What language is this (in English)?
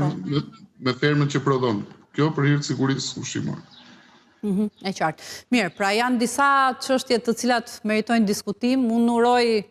Albanian